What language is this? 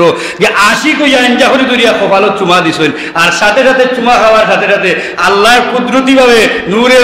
Sylheti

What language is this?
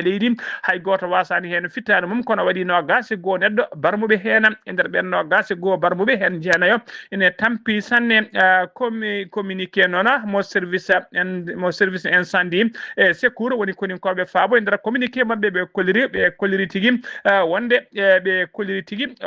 Fula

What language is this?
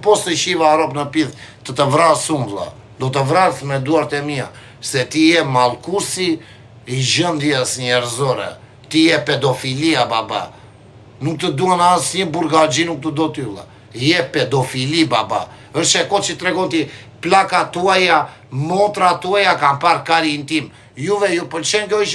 Albanian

